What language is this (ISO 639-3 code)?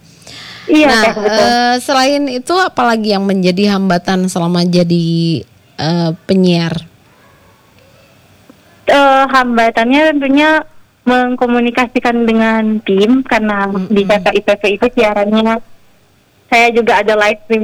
ind